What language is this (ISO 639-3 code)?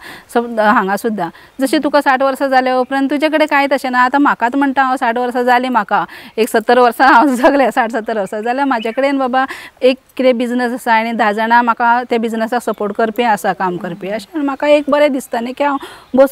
kok